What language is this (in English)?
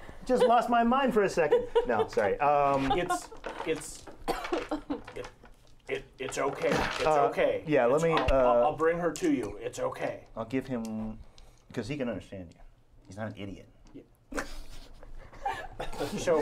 English